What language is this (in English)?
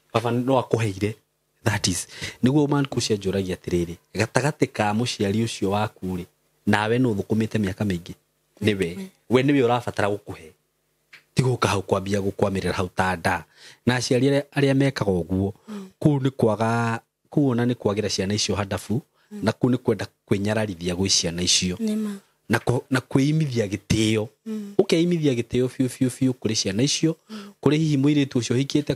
Kikuyu